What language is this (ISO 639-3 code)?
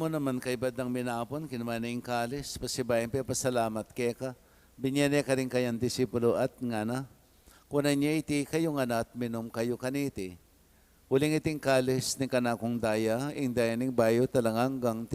pam